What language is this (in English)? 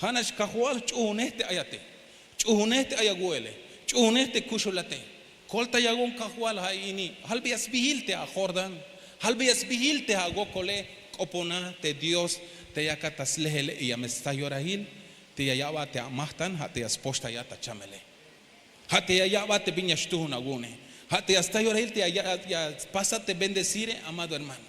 Tzeltal